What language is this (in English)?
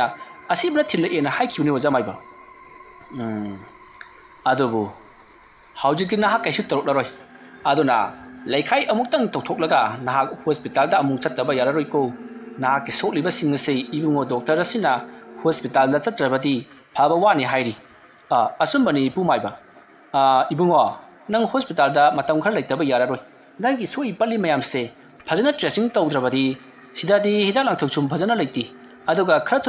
Manipuri